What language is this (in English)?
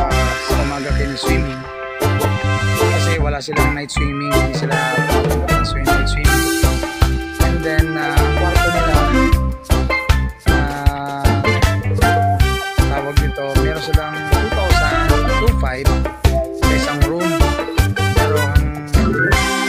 Filipino